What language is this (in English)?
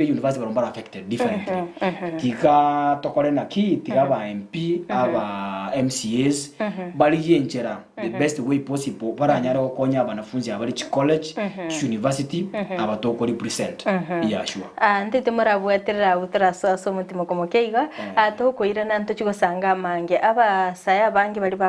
Gusii